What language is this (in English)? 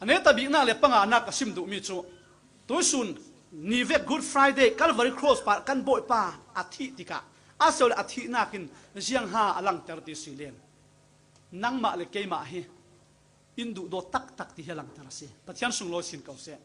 Falam Chin